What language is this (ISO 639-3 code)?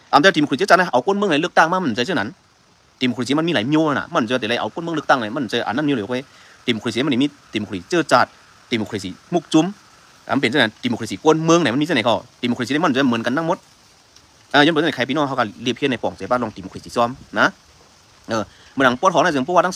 shn